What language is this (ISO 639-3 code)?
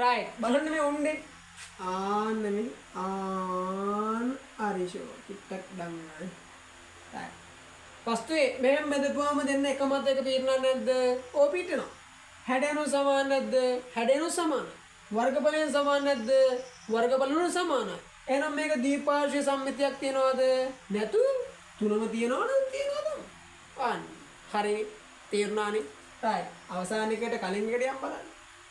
sin